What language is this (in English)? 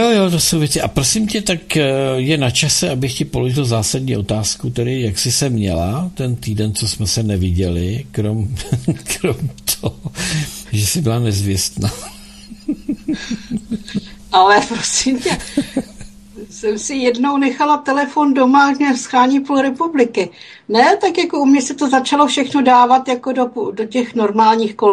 Czech